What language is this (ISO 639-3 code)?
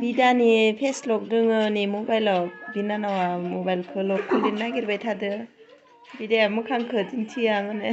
brx